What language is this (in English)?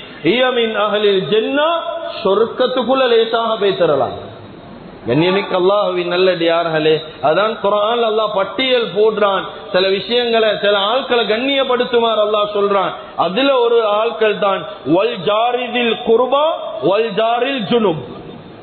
Tamil